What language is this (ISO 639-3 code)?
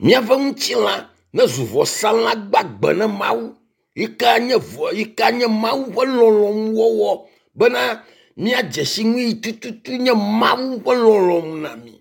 ewe